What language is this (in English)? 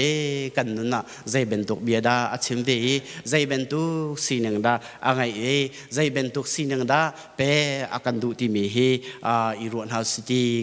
Hakha Chin